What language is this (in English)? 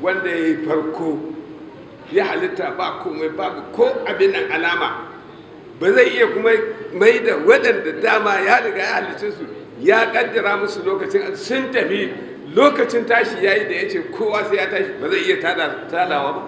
Hausa